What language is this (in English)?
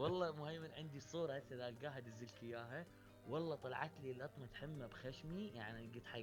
Mesopotamian Arabic